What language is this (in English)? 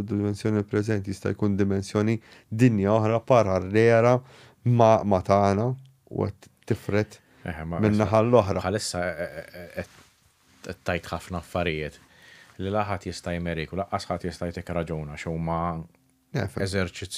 Maltese